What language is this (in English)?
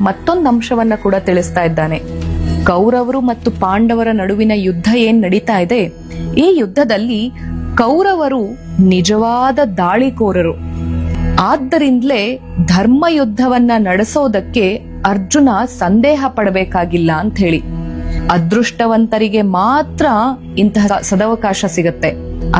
Kannada